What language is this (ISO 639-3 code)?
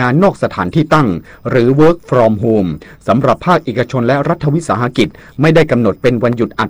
tha